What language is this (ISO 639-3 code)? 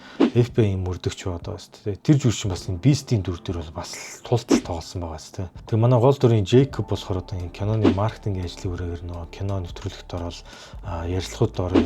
mon